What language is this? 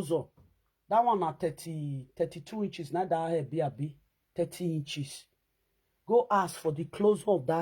Nigerian Pidgin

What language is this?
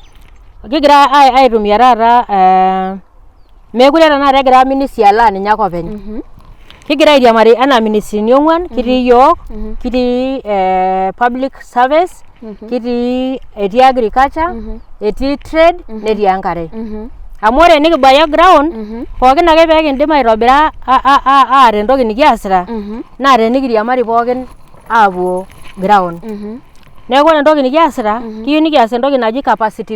Masai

